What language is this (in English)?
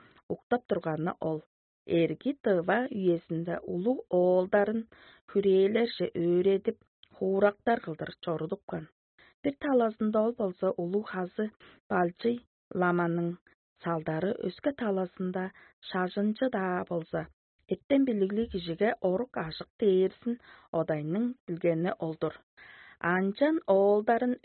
Tuvinian